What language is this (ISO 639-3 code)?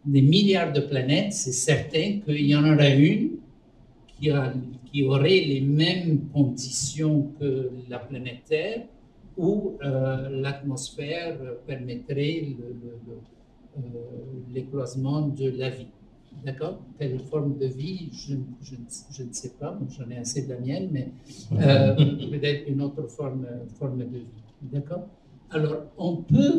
fra